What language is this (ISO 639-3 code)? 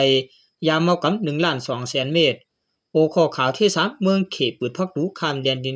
shn